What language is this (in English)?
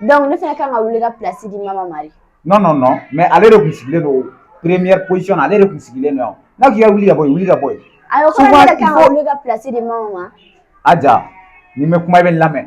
Bambara